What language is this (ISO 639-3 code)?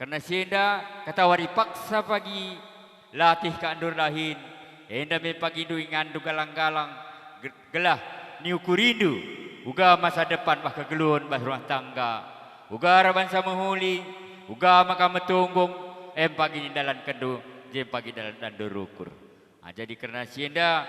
btx